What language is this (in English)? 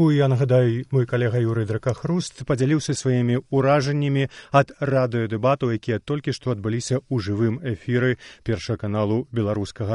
Belarusian